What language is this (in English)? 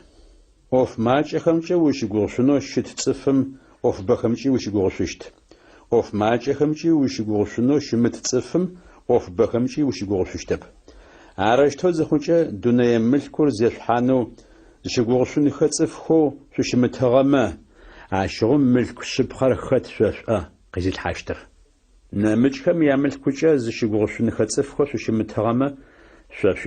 Adyghe